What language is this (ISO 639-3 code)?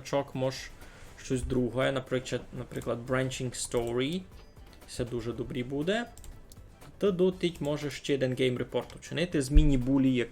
rue